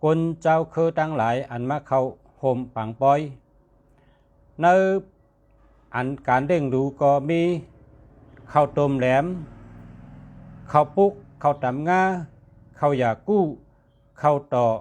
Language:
Shan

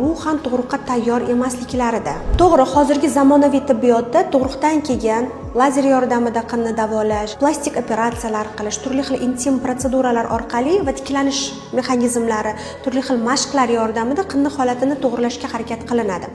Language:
Uzbek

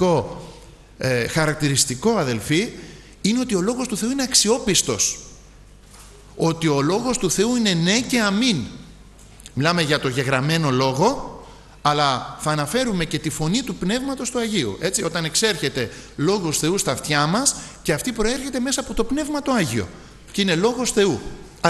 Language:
Greek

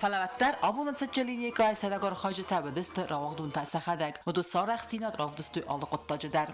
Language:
Ossetic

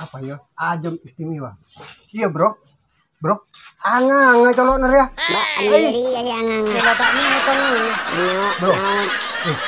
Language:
Madurese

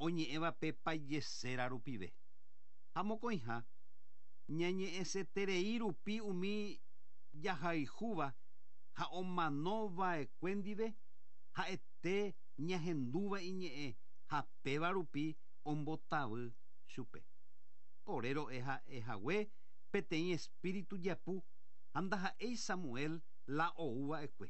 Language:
Guarani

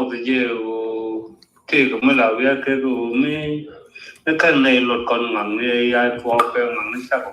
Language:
Nuer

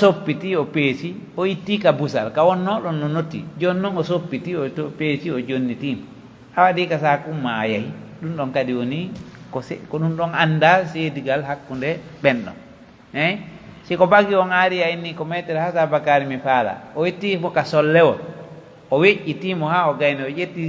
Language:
Pular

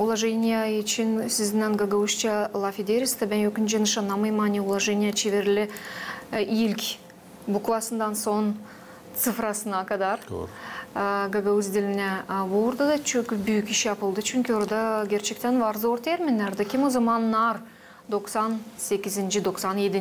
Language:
Gagauz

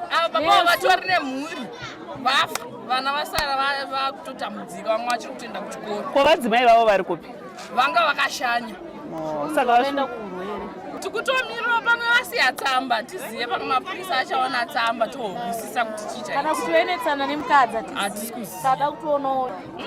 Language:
Shona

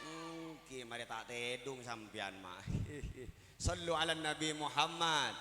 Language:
Madurese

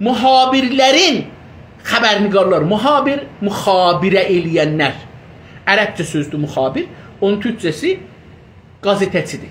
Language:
South Azerbaijani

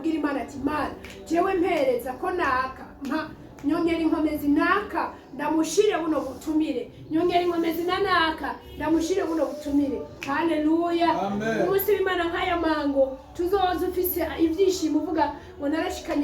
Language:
Rundi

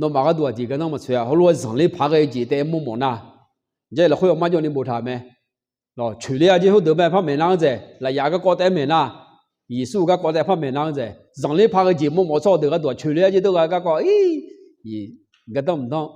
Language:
Akha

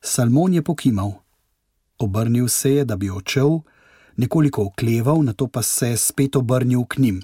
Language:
Slovenian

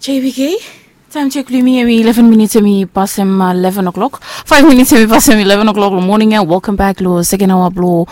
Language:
Bislama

